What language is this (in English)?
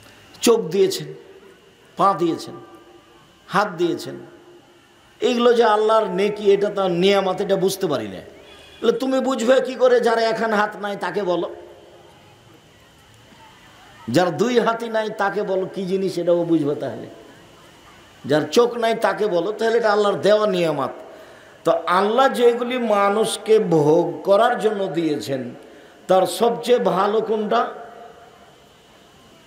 Bangla